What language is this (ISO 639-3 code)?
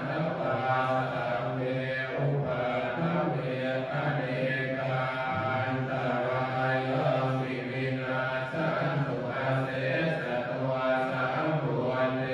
pli